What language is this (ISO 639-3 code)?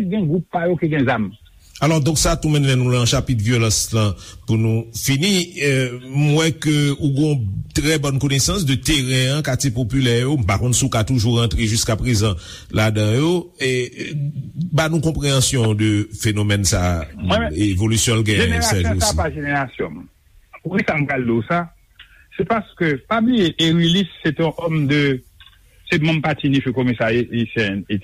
hat